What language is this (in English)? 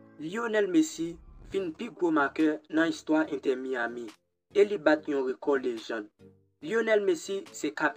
Haitian Creole